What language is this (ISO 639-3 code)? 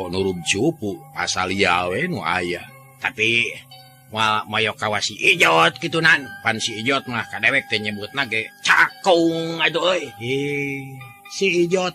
sun